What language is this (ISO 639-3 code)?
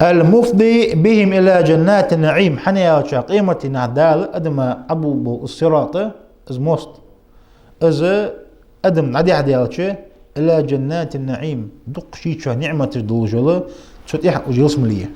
inh